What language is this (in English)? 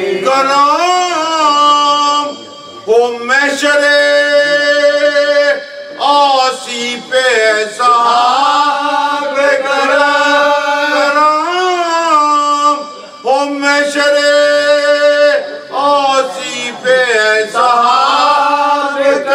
Urdu